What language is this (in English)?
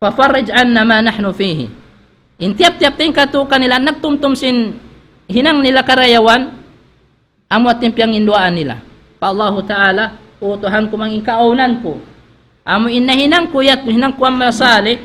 Tausug